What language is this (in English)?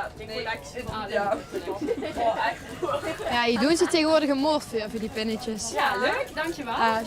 Limburgish